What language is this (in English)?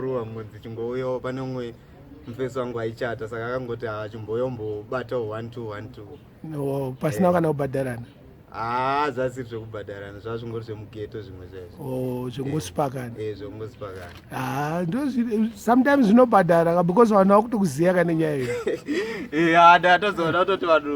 Shona